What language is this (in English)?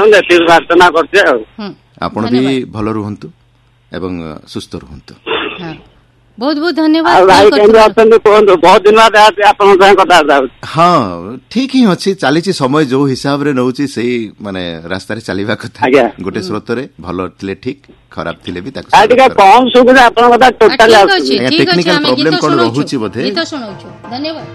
Odia